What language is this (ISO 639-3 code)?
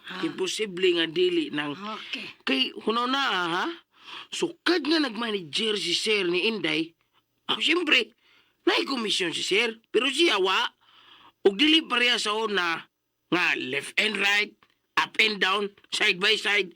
ceb